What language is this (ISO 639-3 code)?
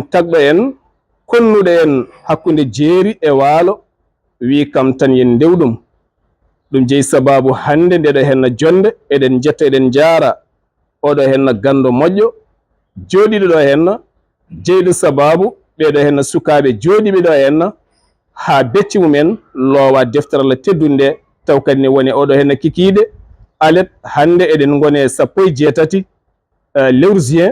ful